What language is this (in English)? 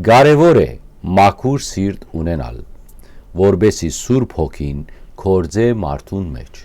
Western Armenian